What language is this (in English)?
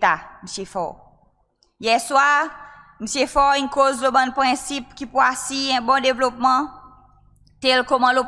Seselwa Creole French